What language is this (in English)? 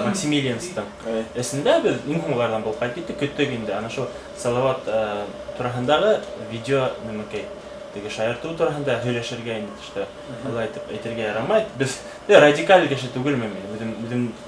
Bashkir